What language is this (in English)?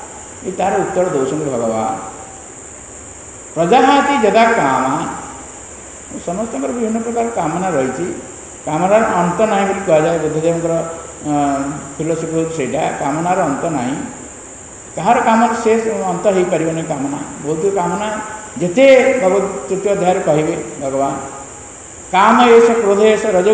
Odia